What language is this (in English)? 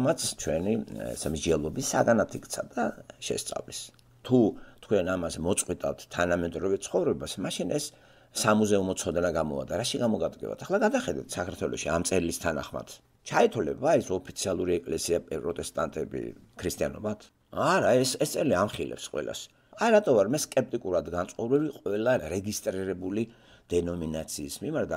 Georgian